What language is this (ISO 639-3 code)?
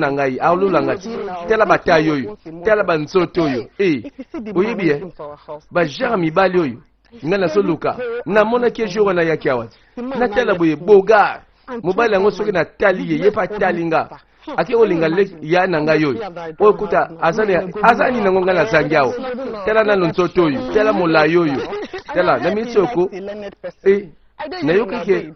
lin